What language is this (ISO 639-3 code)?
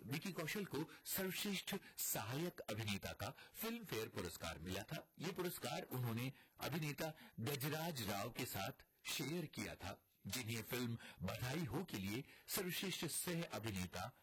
hin